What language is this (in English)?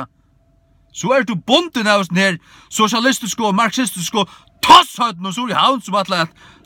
Faroese